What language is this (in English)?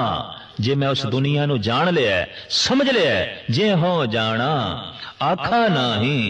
Punjabi